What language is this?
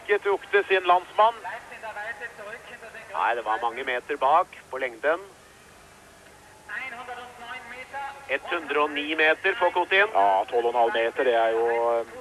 Norwegian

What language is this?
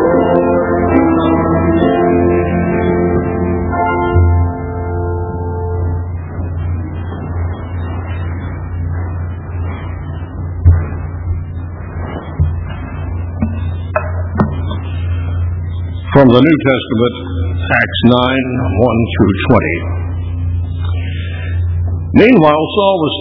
English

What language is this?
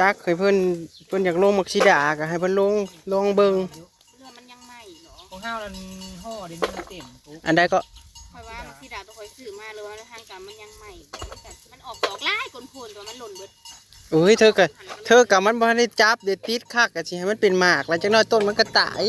Northeastern Thai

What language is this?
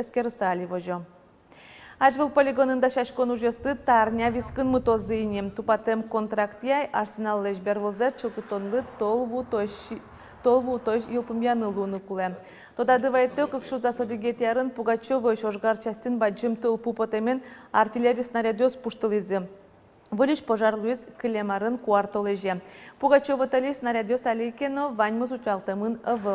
Udmurt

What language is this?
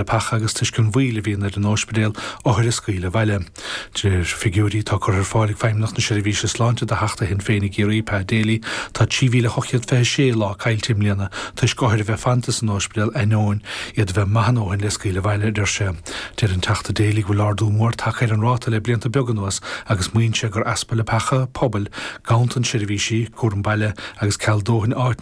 Irish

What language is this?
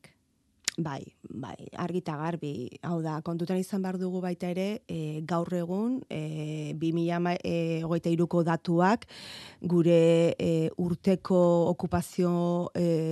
Basque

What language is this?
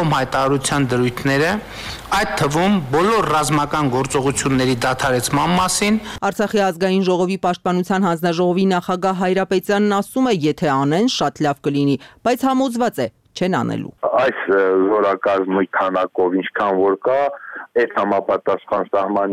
Armenian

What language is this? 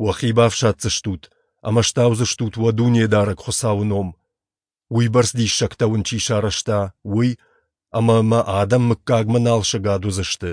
Ossetic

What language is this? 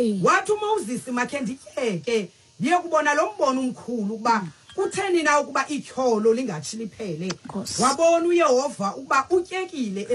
Xhosa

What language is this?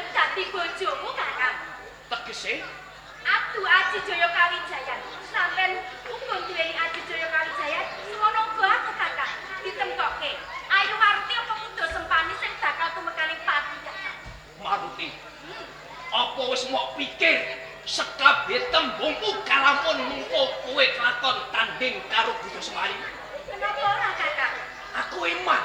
Javanese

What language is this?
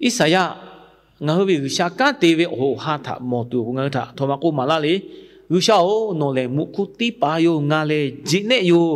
Lahu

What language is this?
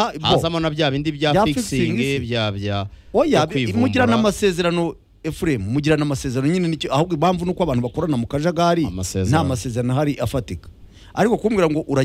Kinyarwanda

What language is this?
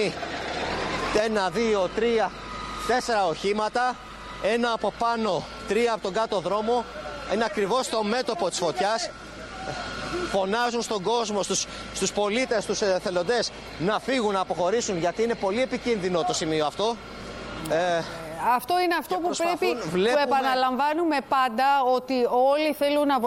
Greek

